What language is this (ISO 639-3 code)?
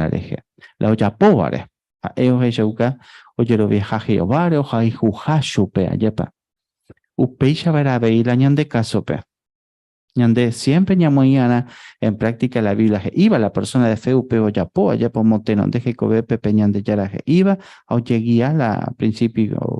grn